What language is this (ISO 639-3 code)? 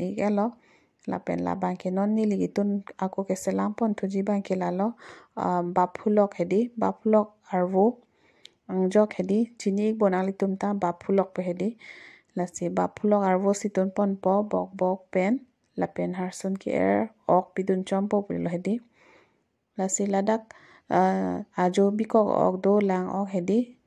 mjw